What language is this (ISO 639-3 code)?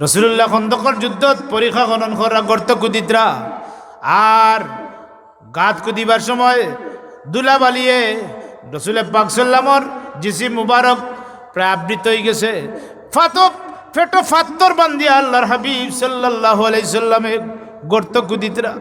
syl